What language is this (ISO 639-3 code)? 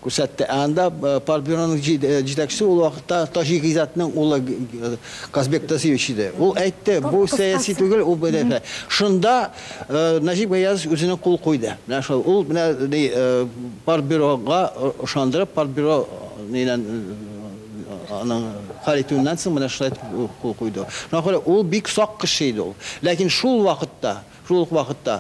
tat